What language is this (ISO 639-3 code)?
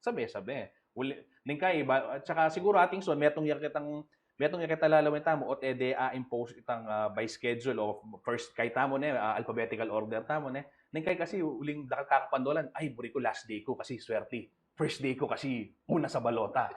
pam